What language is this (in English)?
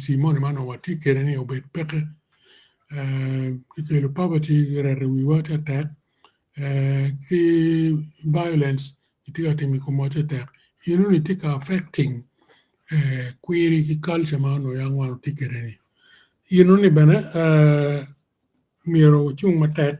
Acoli